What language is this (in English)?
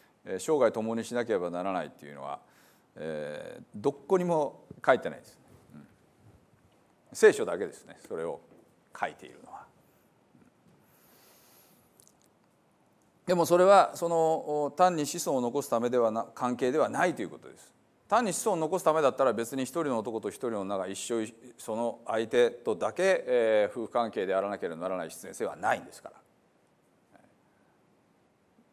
Japanese